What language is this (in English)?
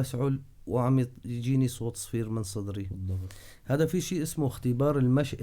North Levantine Arabic